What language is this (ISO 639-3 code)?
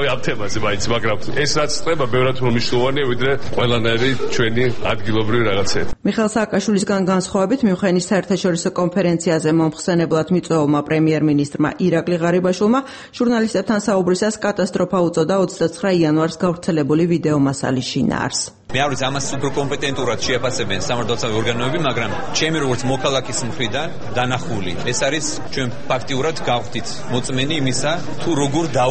kat